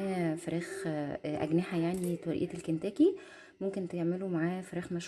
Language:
Egyptian Arabic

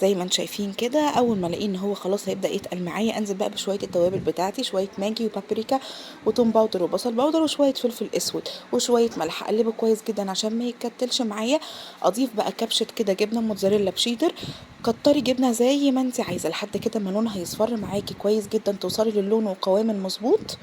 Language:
Egyptian Arabic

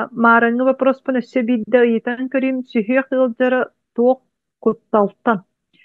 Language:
Yakut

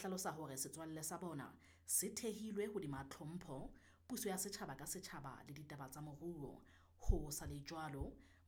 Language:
Southern Sotho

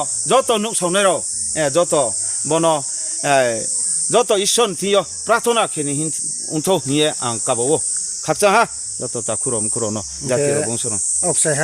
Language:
Riang (India)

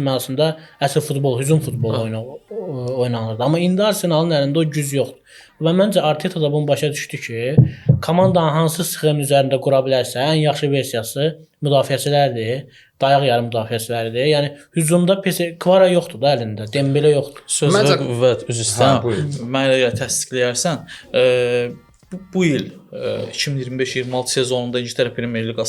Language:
Azerbaijani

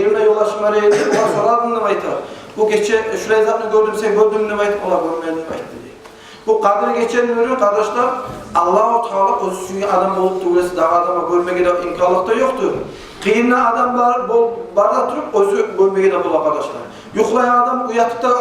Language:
Kumyk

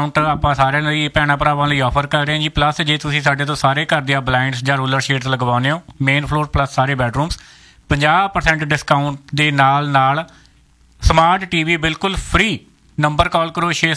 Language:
Punjabi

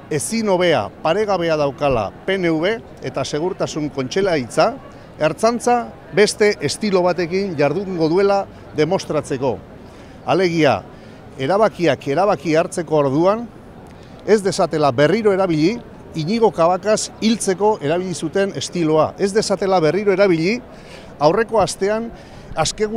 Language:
Basque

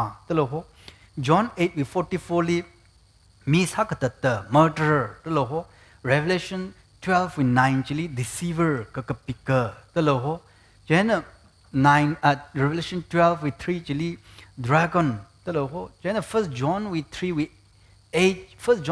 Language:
Tangkhul Naga (India)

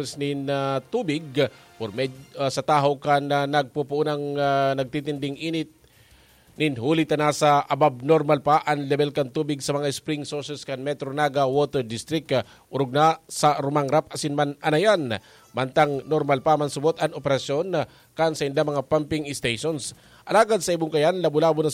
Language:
Bikol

